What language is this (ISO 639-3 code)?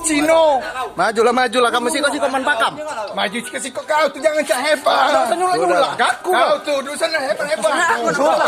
mui